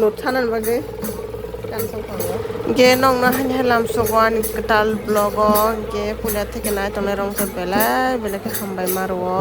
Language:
Kok Borok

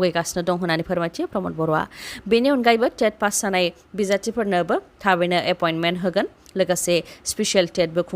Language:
Bodo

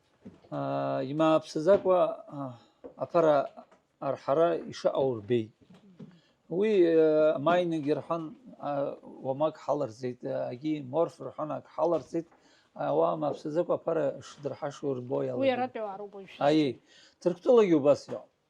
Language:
Abkhazian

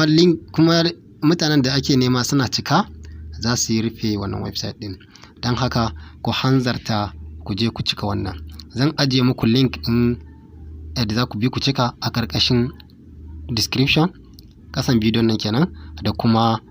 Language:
Hausa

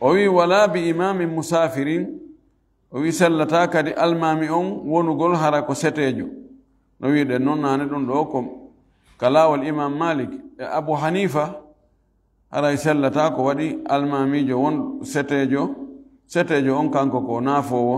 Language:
Fula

